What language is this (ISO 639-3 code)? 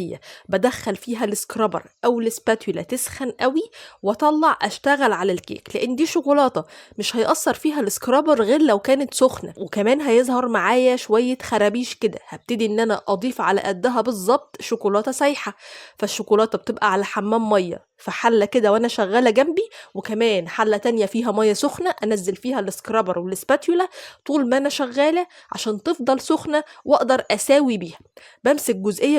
arz